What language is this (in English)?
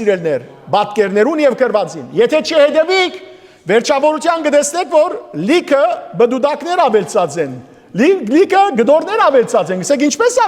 Western Armenian